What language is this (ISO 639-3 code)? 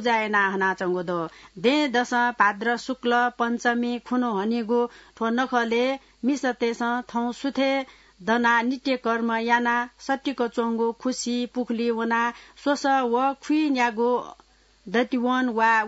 new